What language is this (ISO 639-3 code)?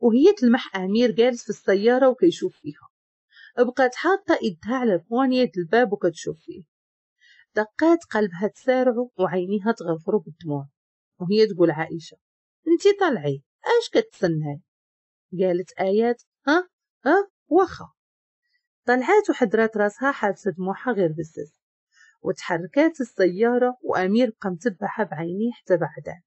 ary